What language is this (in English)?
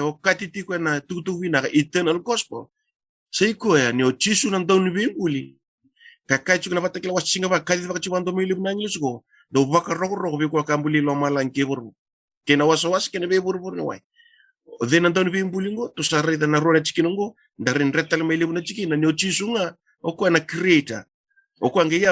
Fijian